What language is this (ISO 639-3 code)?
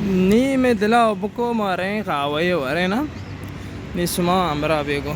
bal